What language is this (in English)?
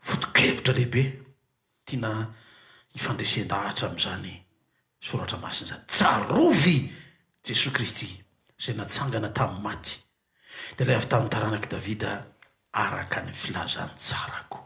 Malagasy